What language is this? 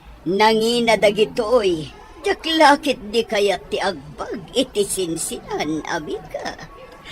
Iloko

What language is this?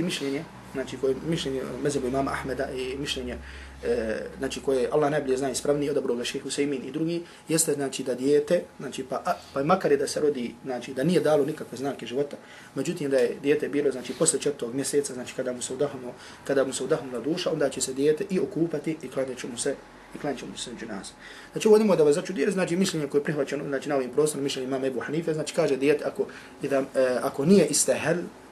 Bosnian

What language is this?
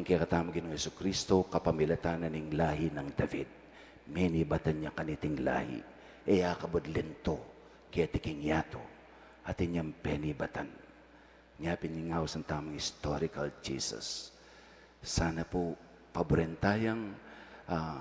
Pampanga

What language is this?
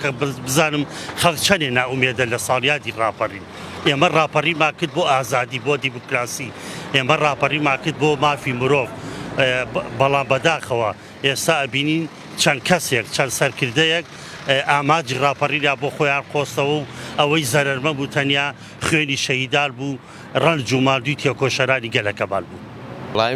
Central Kurdish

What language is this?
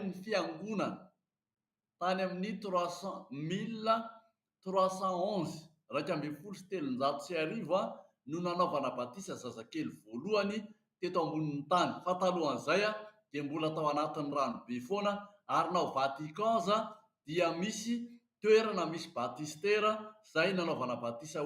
Malagasy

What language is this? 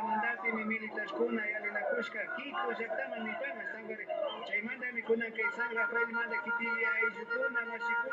Imbabura Highland Quichua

